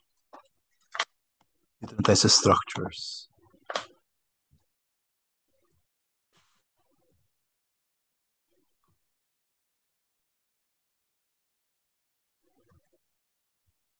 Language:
Filipino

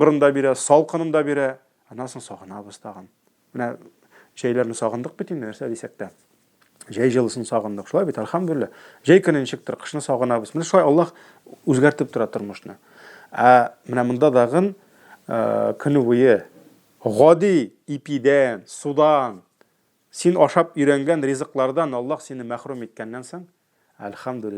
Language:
Tatar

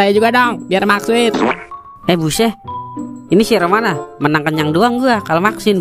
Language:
Betawi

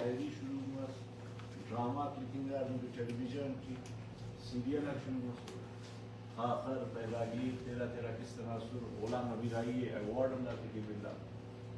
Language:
Brahui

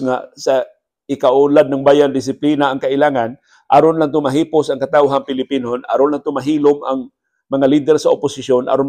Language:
Cebuano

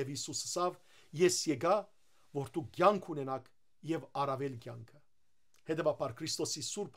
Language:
Western Armenian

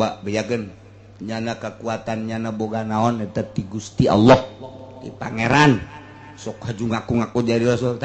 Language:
Sundanese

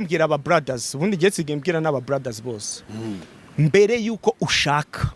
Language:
Kinyarwanda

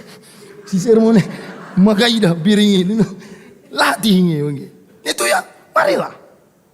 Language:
Batak Karo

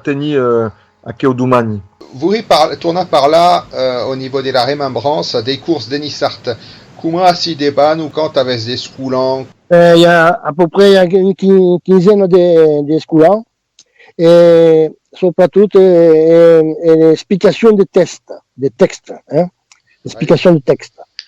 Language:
Occitan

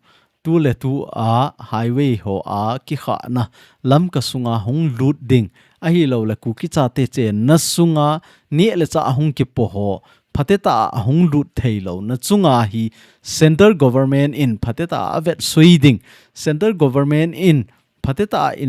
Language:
Thado Chin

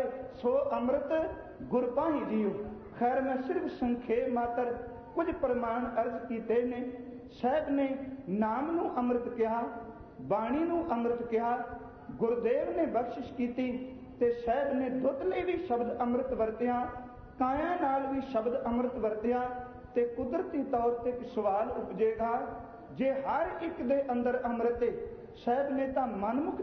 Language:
Punjabi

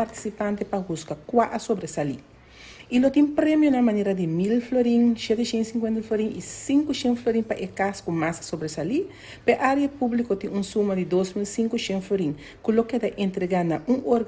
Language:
Papiamento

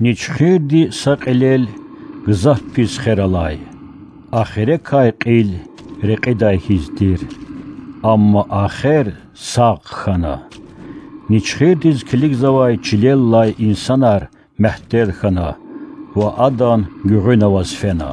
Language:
Lezghian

